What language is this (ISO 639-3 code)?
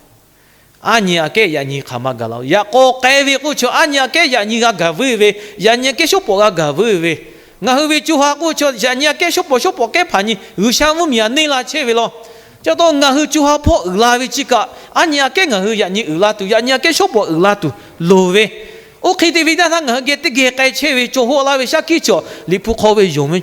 lhu